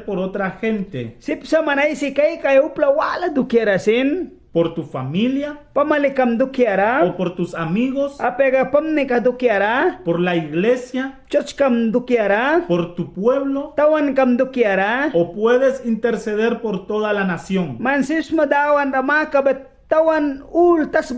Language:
Mískito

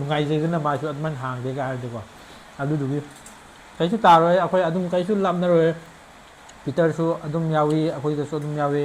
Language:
Manipuri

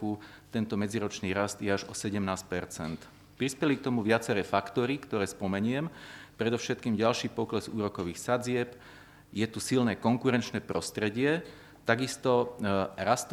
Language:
Slovak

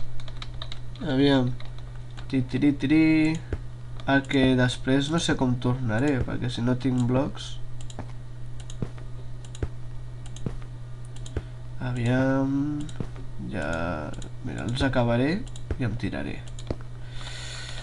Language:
Catalan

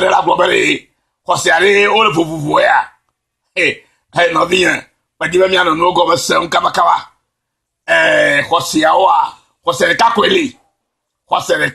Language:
Ewe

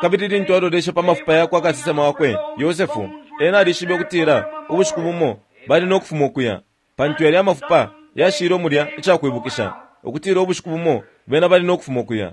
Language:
Bemba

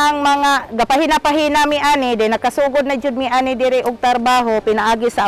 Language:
Cebuano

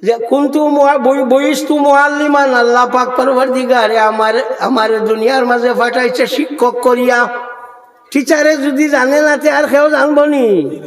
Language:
Sylheti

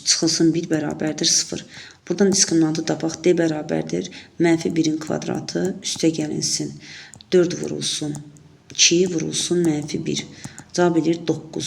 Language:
Azerbaijani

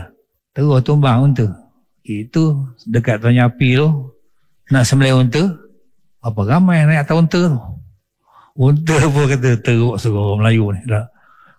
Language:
Malay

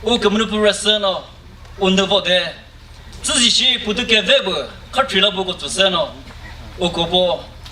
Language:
Chokri Naga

